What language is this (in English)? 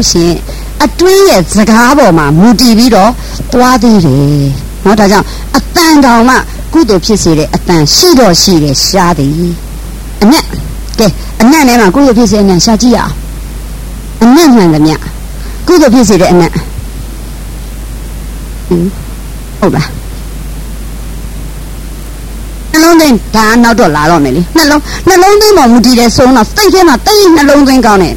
Burmese